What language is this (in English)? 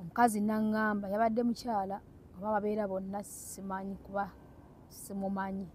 Ganda